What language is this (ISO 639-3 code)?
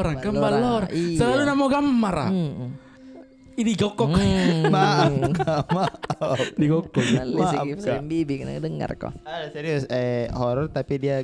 mfp